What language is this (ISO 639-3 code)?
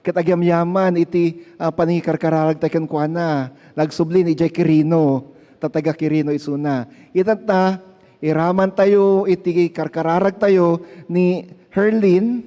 ilo